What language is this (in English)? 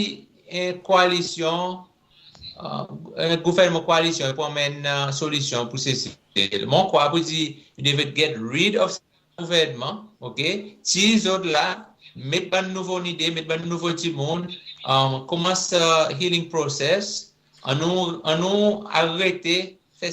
Seselwa Creole French